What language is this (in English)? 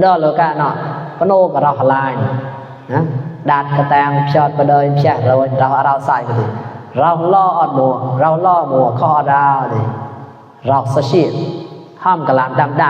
Mon